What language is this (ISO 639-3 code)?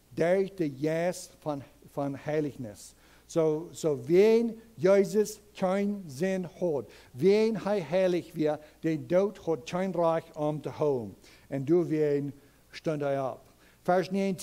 pdt